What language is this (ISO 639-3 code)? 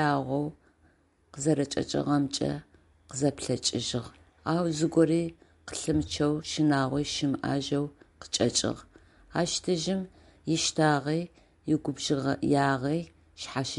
ady